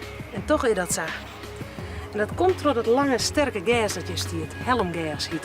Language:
Western Frisian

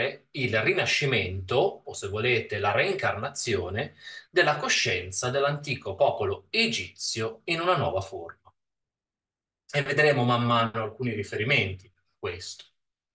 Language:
Italian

